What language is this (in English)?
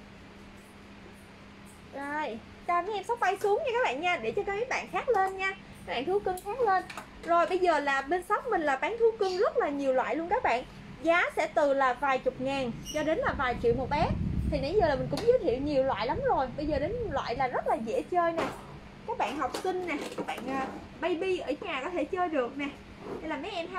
Vietnamese